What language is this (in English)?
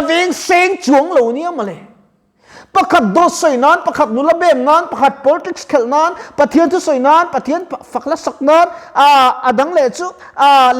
Mizo